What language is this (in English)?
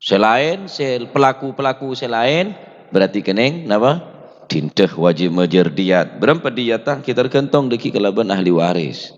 Madurese